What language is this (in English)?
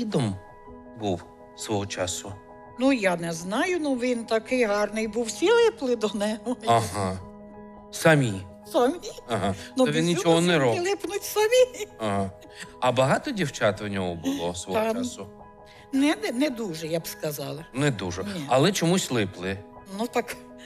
Ukrainian